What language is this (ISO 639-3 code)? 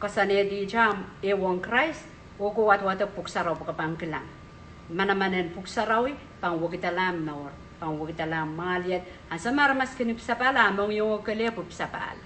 pon